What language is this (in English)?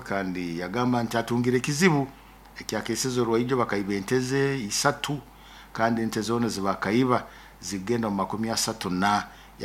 Nyoro